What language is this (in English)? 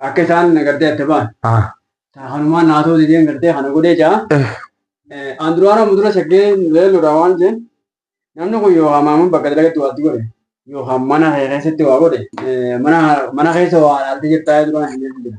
Oromo